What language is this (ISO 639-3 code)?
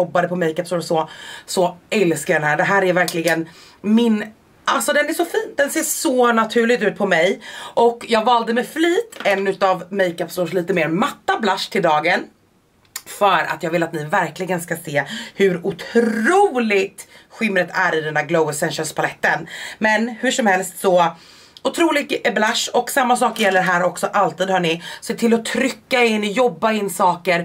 swe